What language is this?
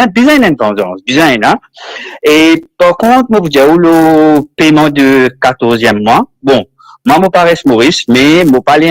Morisyen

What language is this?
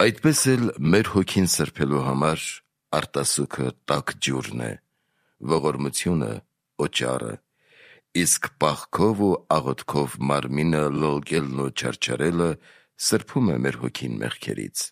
Armenian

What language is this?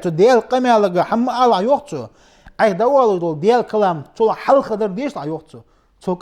Ingush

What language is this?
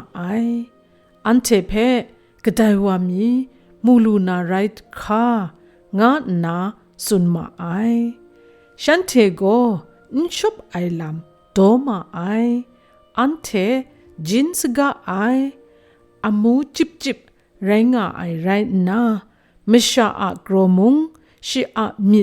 Kachin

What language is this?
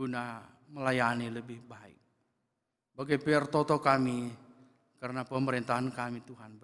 Batak Karo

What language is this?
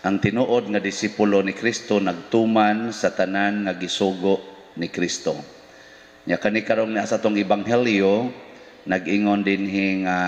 Cebuano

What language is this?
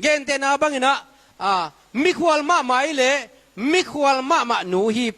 Tedim Chin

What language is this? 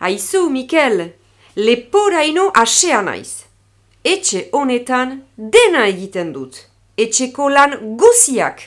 Basque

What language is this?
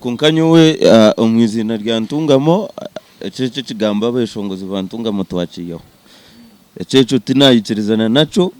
Nyankole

